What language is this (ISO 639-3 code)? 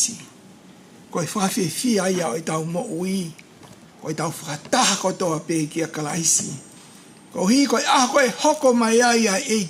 ton